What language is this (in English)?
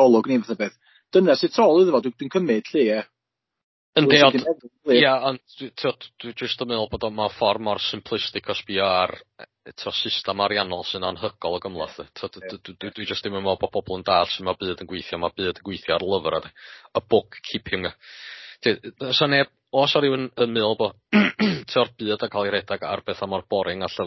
Welsh